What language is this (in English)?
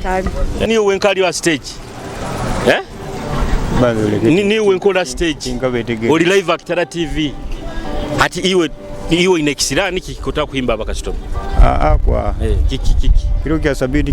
Nyoro